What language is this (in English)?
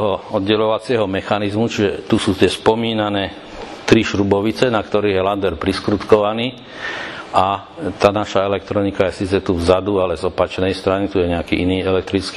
Slovak